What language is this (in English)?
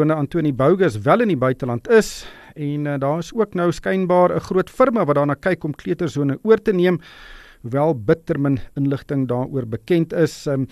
Afrikaans